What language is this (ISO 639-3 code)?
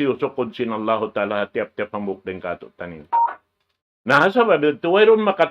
tsg